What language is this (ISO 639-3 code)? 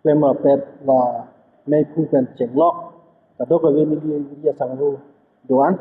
mjw